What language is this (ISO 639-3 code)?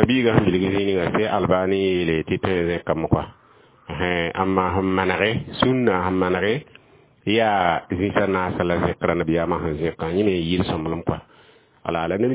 mos